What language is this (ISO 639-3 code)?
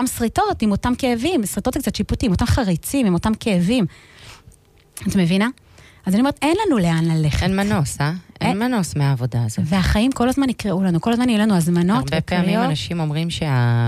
heb